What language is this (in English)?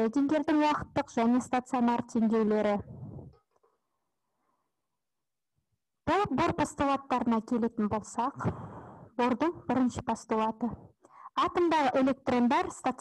Kazakh